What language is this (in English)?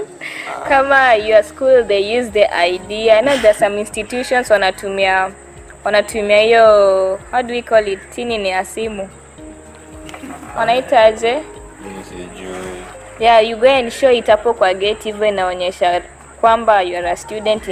Swahili